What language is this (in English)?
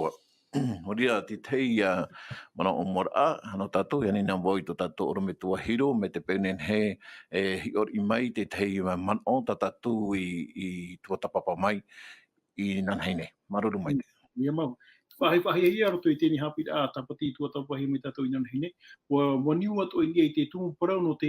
Tahitian